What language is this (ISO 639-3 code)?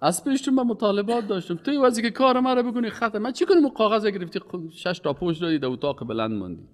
fas